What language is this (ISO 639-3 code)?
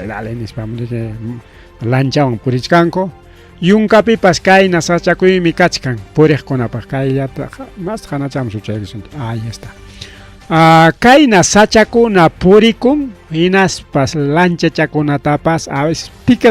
quy